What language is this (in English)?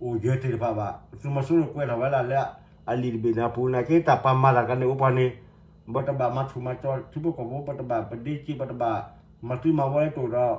S'gaw Karen